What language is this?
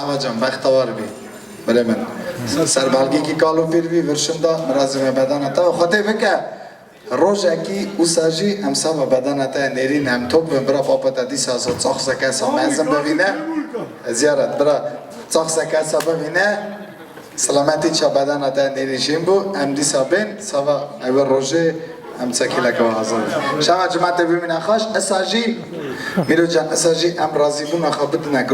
Kurdish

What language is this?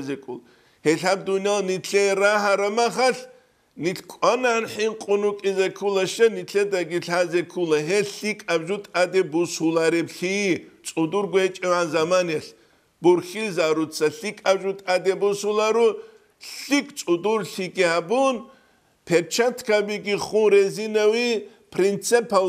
Avaric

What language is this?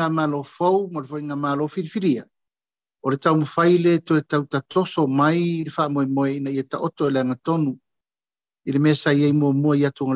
Samoan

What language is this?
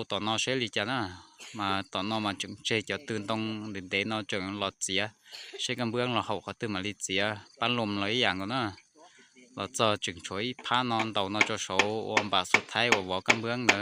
Hmong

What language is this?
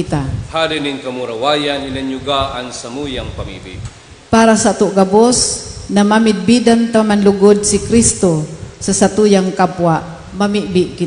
Bikol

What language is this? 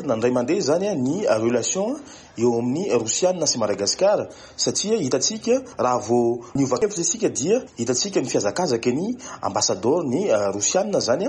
Malagasy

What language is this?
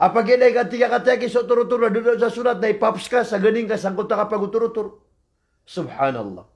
Maranao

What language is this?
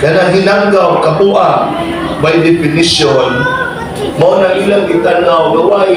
Cebuano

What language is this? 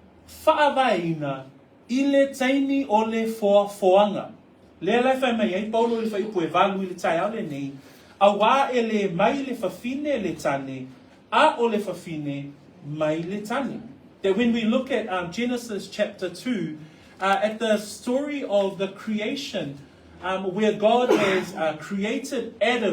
Samoan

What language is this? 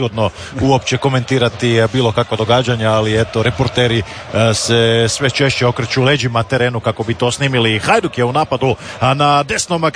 Croatian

